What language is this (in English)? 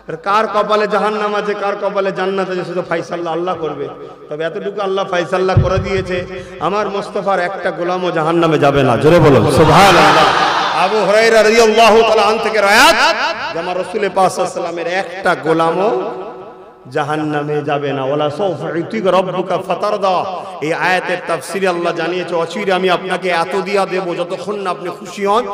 Bangla